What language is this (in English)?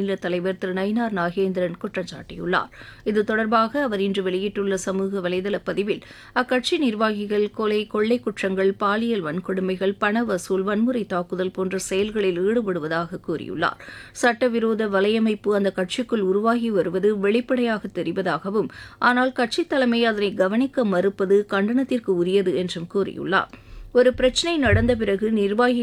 Tamil